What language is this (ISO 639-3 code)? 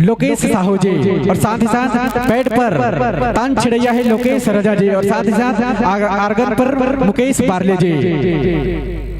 hne